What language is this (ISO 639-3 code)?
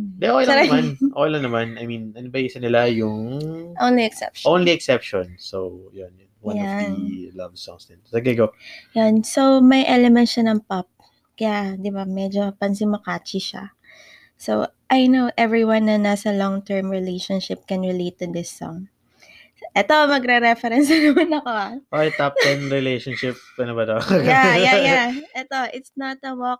fil